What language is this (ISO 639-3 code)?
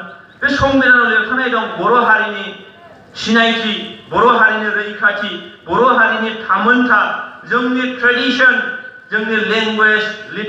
brx